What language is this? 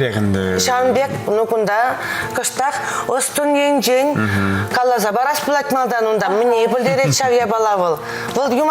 Chuvash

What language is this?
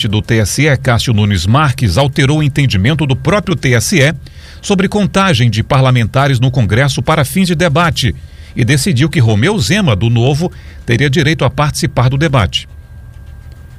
Portuguese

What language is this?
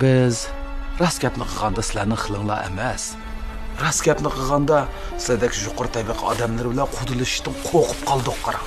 Uyghur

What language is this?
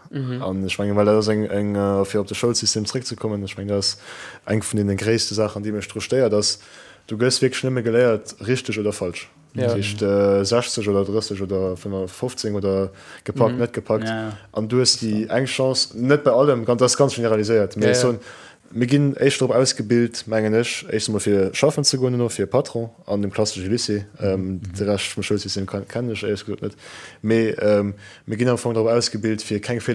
Luxembourgish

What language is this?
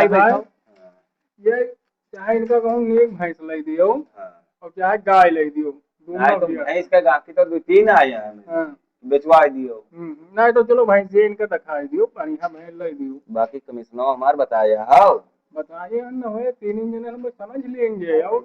Awadhi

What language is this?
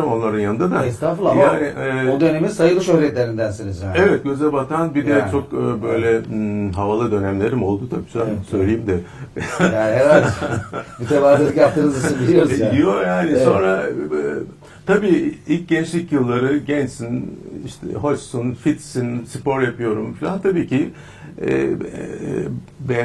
Turkish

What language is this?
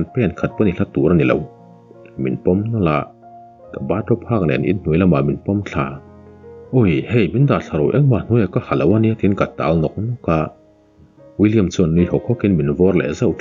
Mizo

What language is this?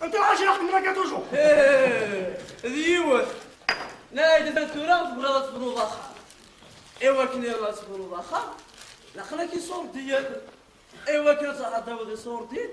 Kabyle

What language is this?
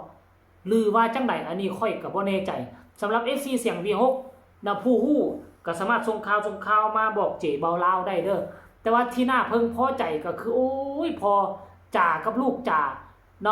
Northeastern Thai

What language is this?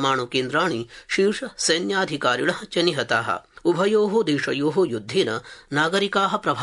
Sanskrit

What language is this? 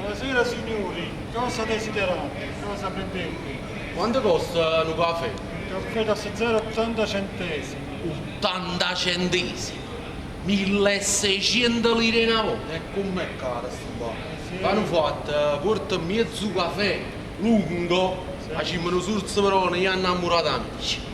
Neapolitan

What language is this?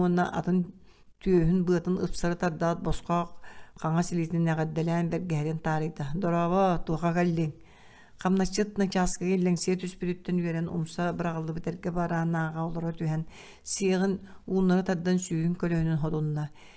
Yakut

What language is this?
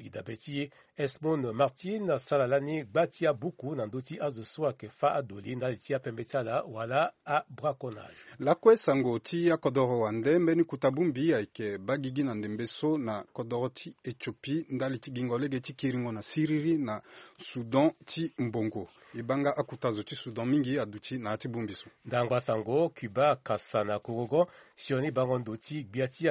Sango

